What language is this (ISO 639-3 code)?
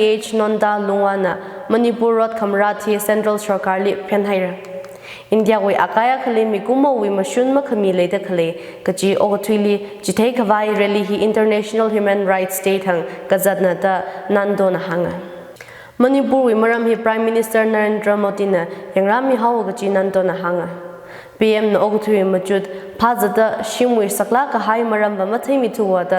nmf